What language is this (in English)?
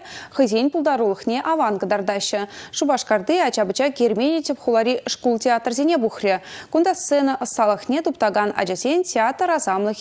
Chuvash